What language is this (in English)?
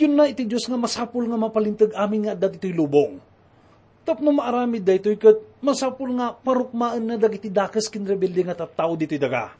Iloko